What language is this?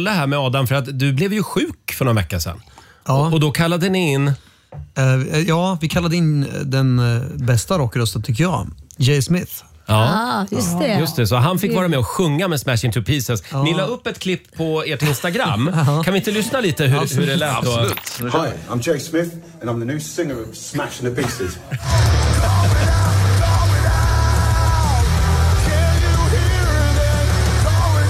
Swedish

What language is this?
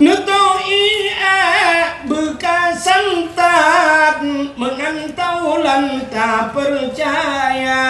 Achinese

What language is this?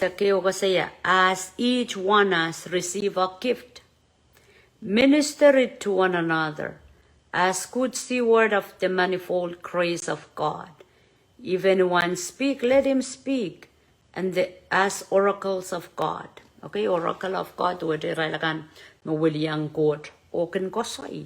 Pohnpeian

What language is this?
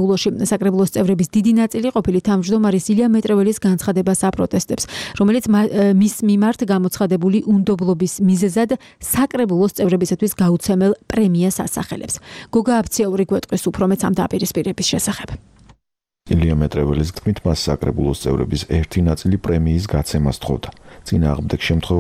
Georgian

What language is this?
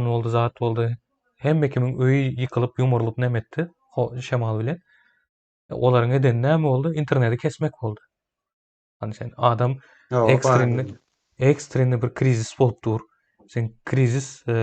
Turkmen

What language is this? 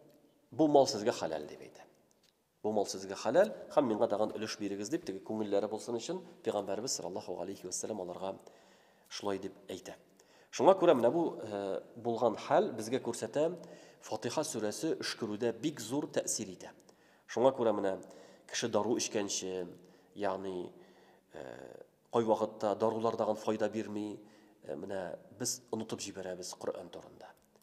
Tatar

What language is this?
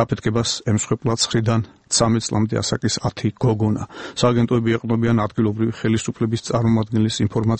Georgian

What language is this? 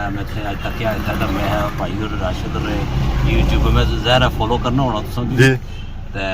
Pahari-Potwari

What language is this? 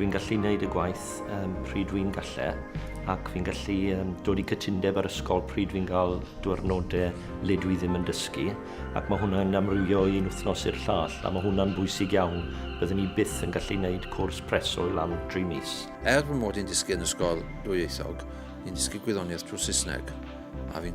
Welsh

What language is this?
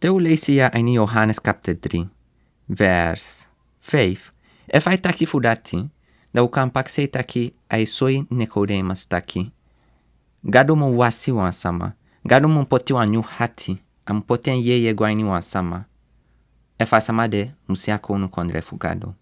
Sranan Tongo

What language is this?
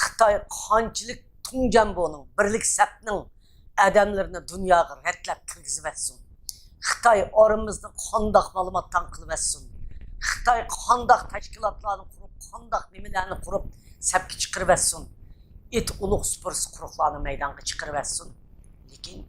Uyghur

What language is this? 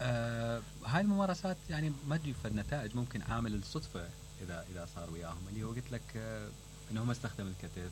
Mesopotamian Arabic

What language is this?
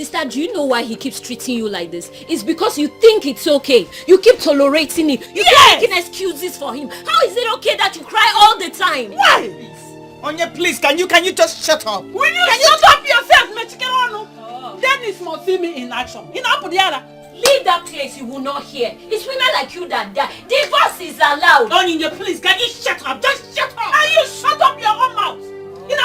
Nigerian Pidgin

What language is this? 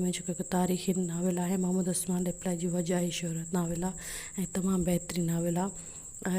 Sindhi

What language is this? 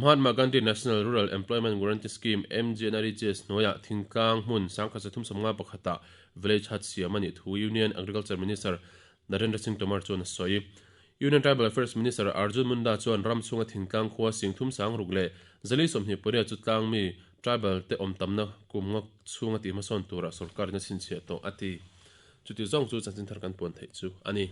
Mizo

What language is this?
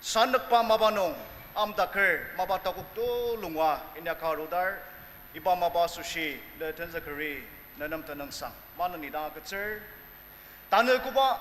Ao Naga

